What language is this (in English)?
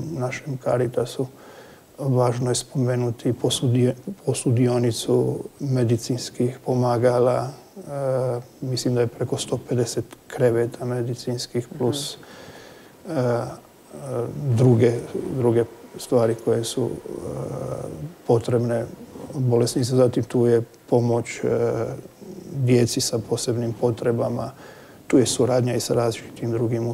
Croatian